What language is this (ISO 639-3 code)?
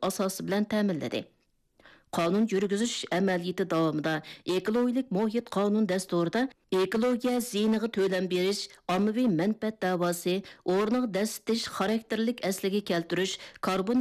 uig